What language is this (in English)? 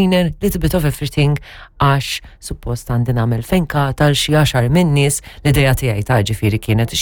Maltese